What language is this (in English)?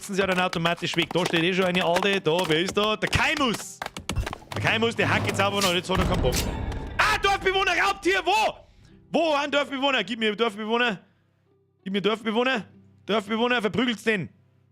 Bavarian